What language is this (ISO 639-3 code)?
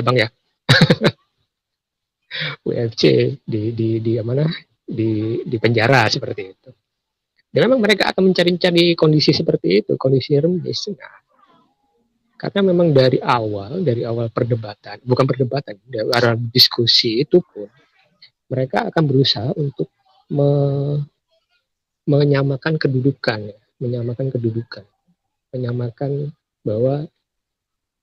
ind